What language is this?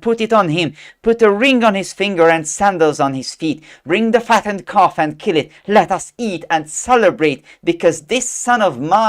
English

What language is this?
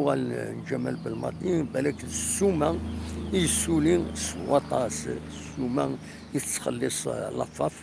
Kabyle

